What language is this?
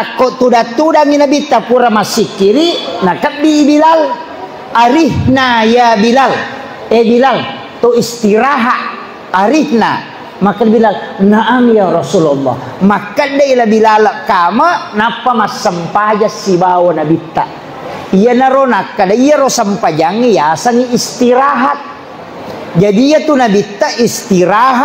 Buginese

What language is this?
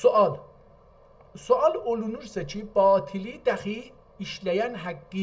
South Azerbaijani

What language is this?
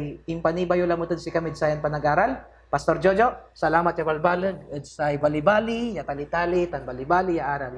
Pangasinan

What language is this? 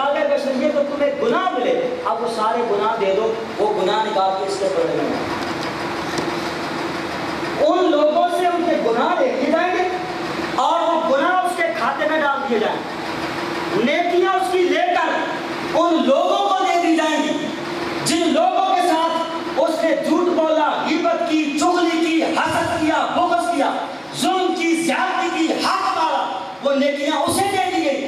Urdu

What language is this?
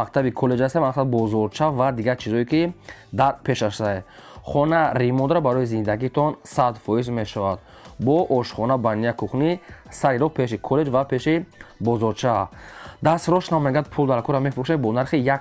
Tajik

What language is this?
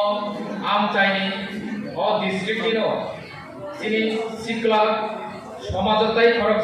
Kok Borok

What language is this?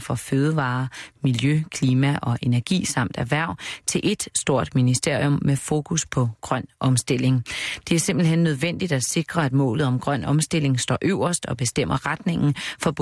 Danish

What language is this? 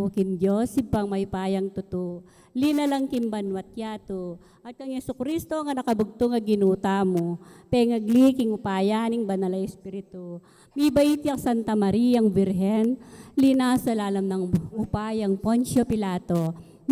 Pampanga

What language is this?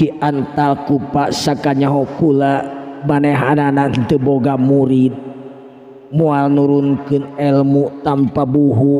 Sundanese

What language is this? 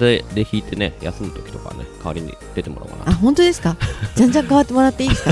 Japanese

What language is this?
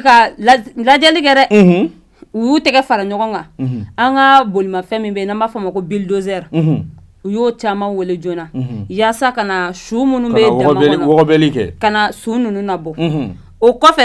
Bambara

